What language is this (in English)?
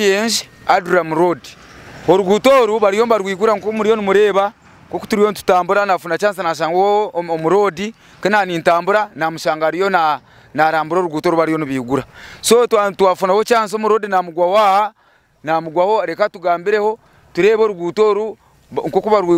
Nyankole